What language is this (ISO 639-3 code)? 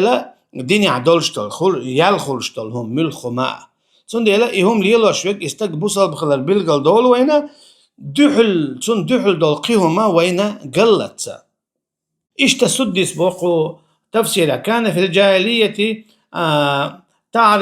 che